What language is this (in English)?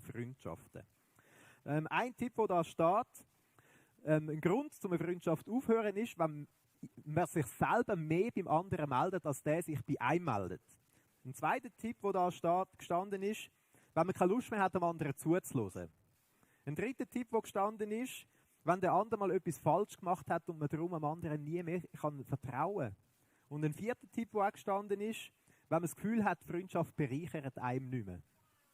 Swiss German